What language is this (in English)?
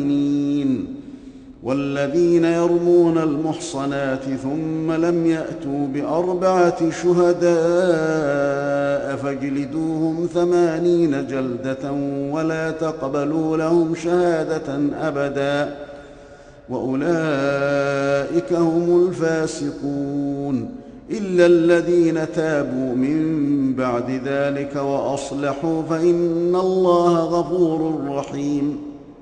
Arabic